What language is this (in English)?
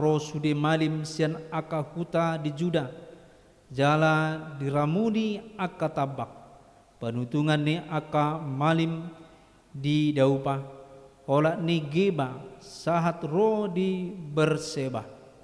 Batak Toba